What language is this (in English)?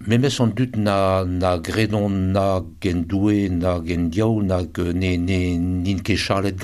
Breton